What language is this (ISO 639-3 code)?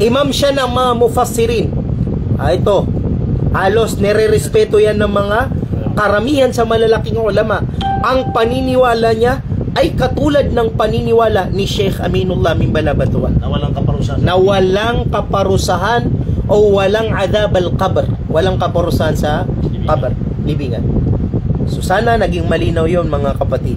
mrw